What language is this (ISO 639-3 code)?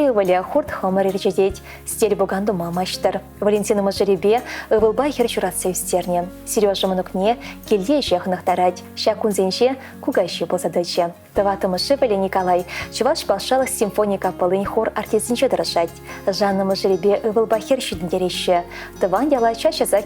chv